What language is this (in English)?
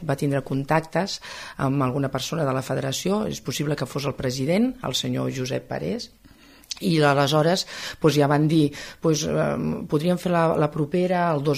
Catalan